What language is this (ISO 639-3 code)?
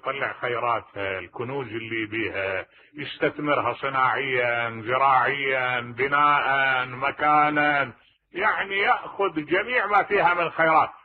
acm